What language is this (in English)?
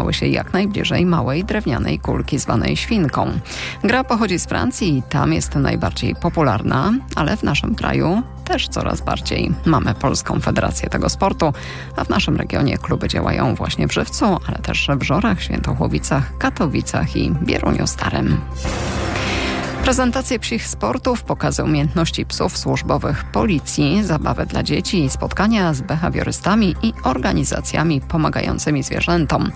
Polish